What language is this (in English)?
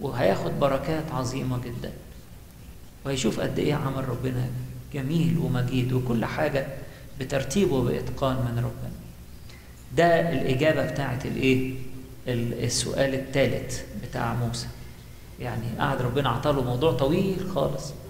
Egyptian Arabic